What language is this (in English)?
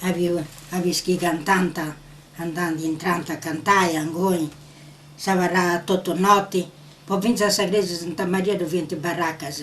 Sardinian